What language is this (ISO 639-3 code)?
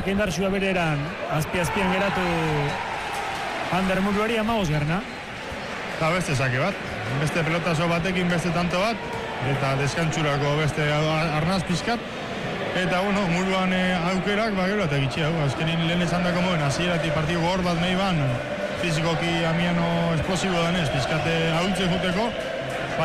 eus